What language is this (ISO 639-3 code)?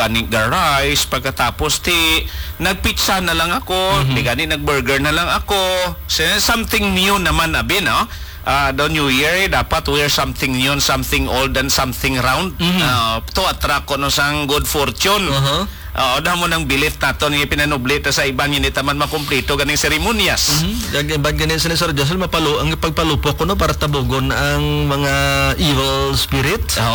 hil